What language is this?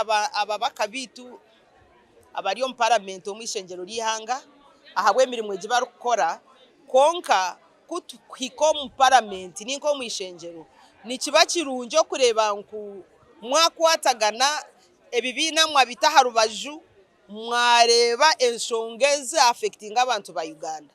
Nyankole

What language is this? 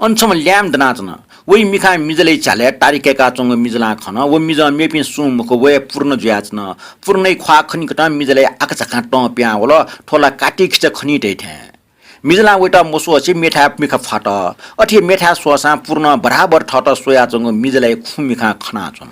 Newari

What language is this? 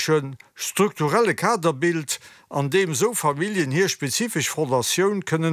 Luxembourgish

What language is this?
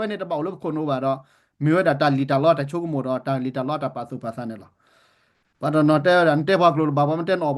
S'gaw Karen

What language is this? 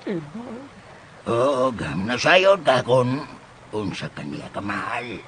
Cebuano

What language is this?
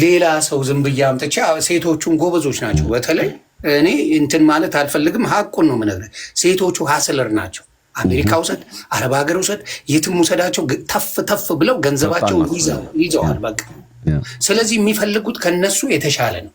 Amharic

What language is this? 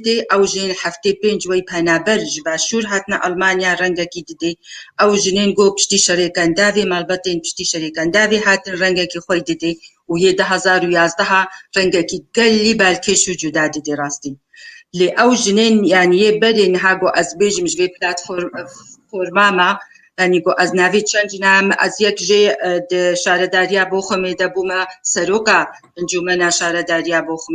Kurdish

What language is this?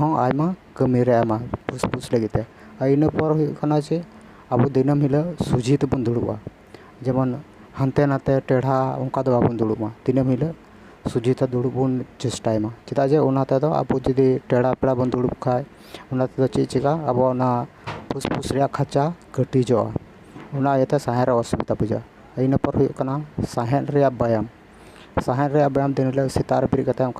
Santali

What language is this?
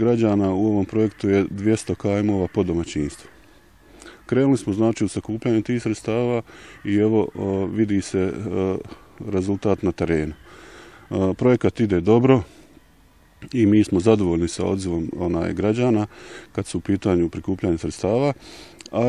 Bosnian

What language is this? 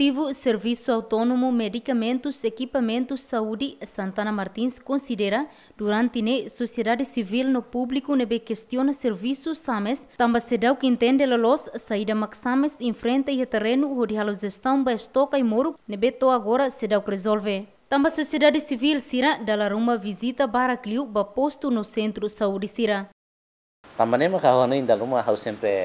Tetum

